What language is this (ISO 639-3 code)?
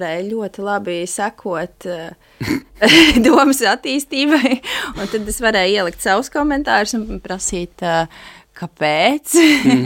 lav